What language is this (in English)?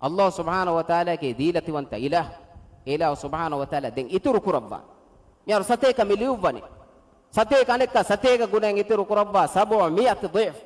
Divehi